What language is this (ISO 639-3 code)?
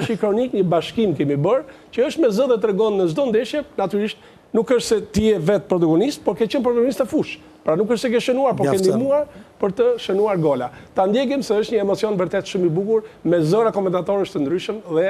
sqi